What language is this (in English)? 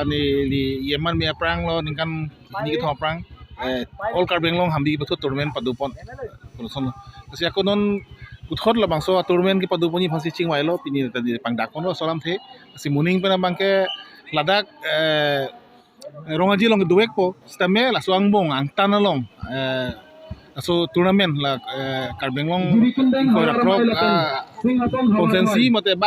Karbi